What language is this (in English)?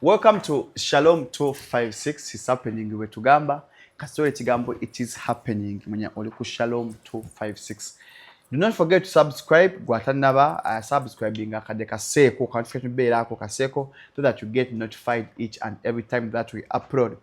Ganda